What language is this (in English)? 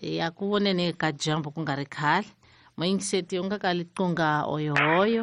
Tsonga